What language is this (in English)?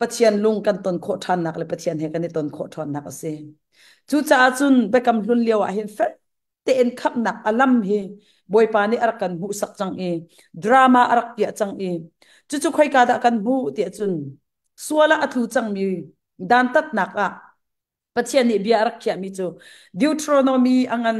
Hakha Chin